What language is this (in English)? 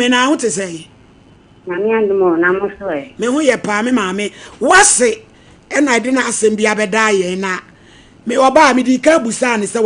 Akan